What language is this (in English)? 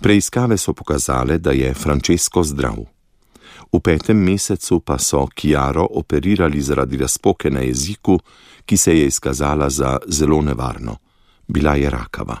Slovenian